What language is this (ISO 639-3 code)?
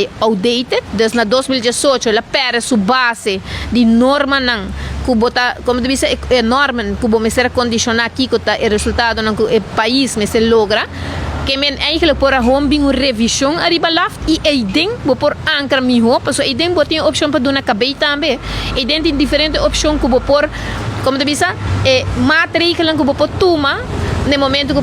pap